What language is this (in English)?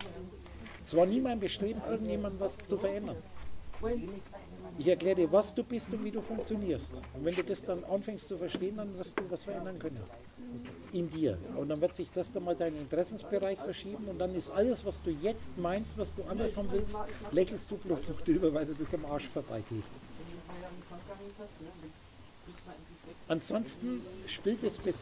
German